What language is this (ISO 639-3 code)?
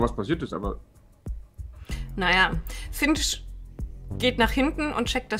deu